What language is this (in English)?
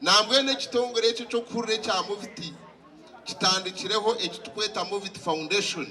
Nyankole